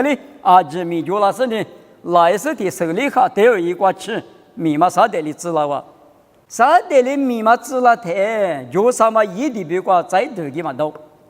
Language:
Lisu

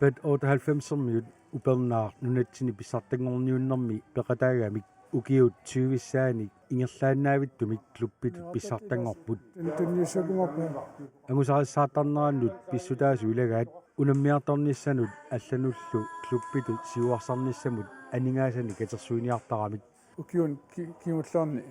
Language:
Kalaallisut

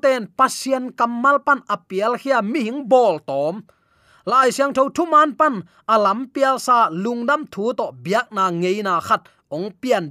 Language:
Tedim Chin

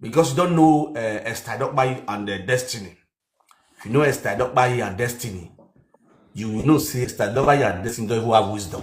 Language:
Nigerian Pidgin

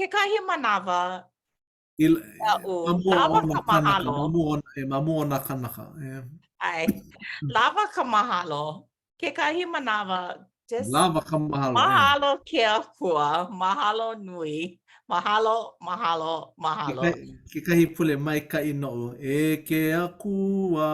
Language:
Hawaiian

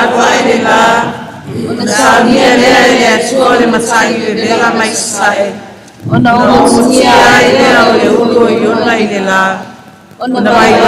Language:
Samoan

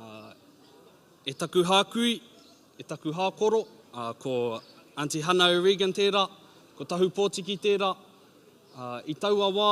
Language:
Māori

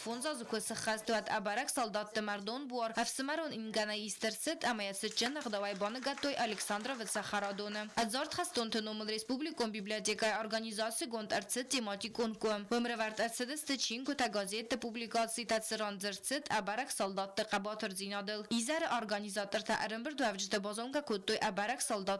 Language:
Ossetic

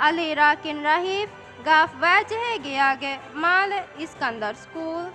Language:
Divehi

